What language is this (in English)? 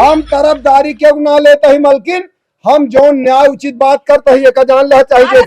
Awadhi